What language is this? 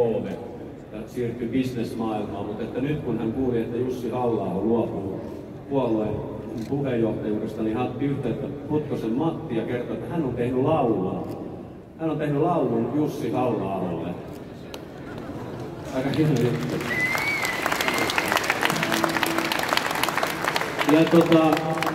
Finnish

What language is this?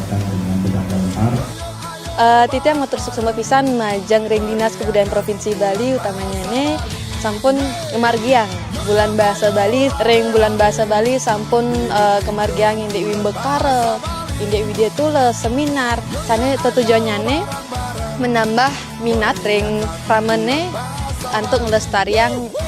Balinese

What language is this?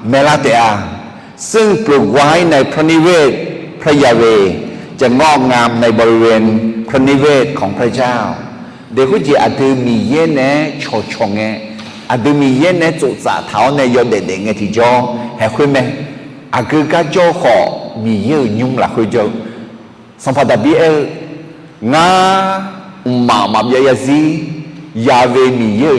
Akha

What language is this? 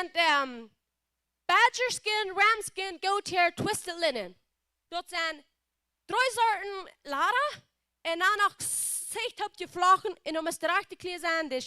Plautdietsch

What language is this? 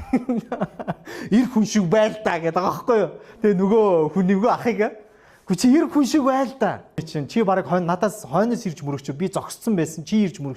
Mongolian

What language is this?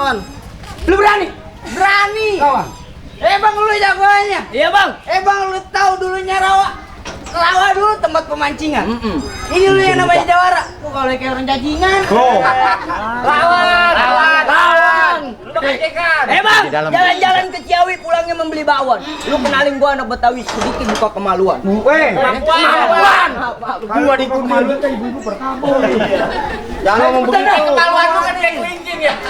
Betawi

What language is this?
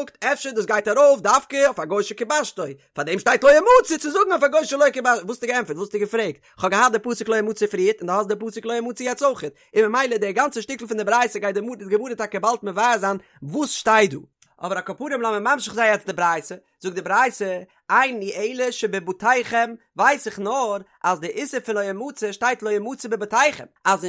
Yiddish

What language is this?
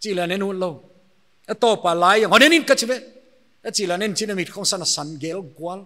Paite Chin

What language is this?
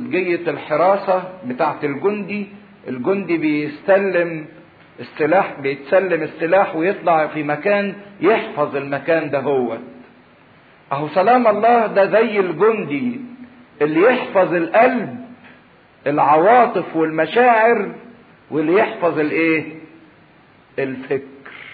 Egyptian Arabic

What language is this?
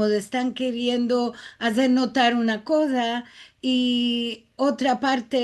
Ladino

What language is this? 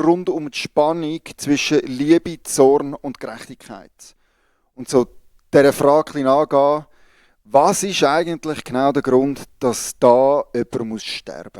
Swiss German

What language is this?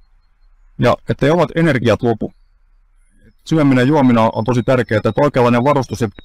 Finnish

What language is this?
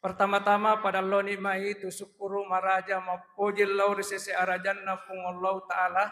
Buginese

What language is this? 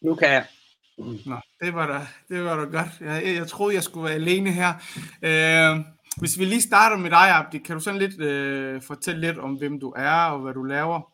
Danish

